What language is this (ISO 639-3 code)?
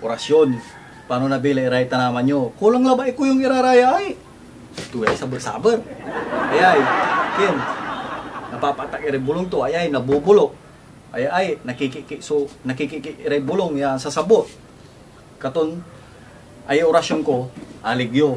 pag